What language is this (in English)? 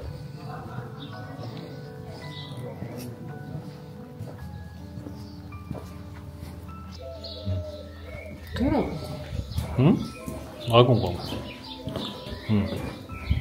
Japanese